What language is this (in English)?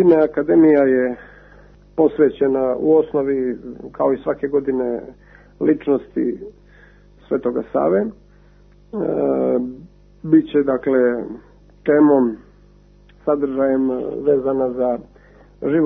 Serbian